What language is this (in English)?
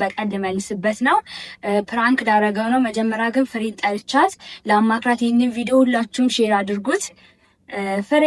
Amharic